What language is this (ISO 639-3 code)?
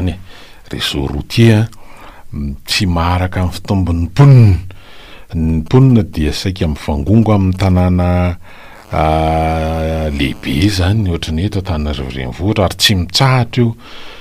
mlg